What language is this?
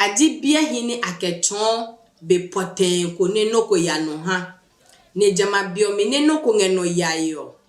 Adangme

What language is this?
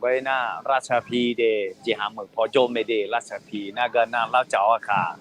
Akha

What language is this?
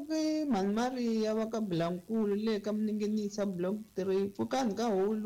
Tsonga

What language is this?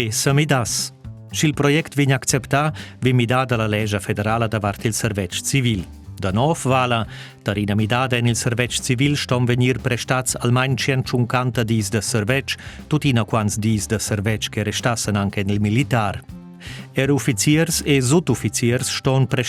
Romansh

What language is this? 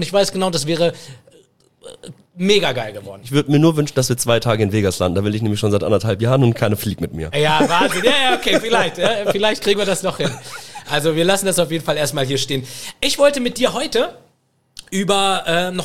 German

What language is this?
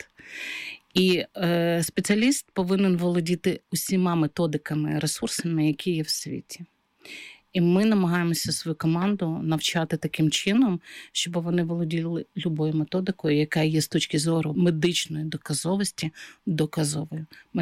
Ukrainian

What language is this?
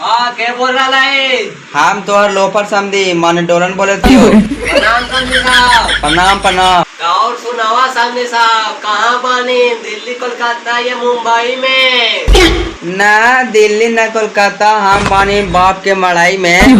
Magahi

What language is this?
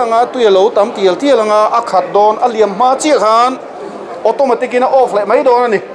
Mizo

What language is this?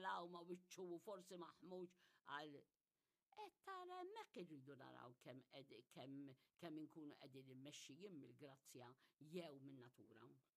Maltese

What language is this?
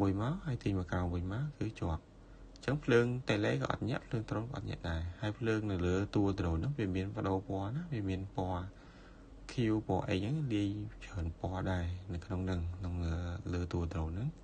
Khmer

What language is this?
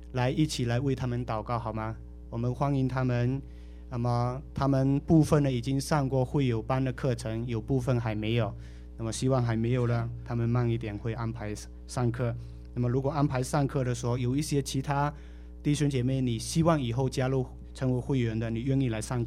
Chinese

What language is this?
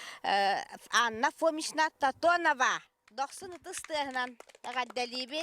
Yakut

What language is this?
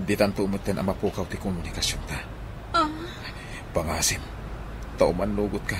Iloko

